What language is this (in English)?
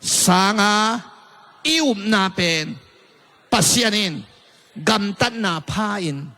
Tedim Chin